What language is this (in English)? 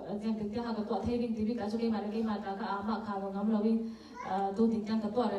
Falam Chin